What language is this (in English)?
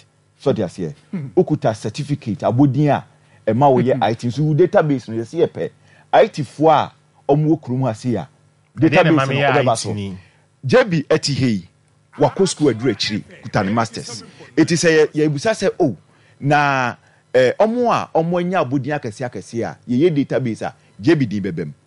Akan